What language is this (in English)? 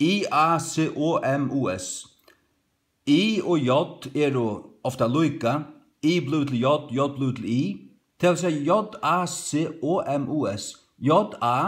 Faroese